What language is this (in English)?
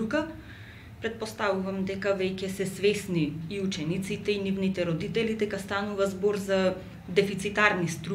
Macedonian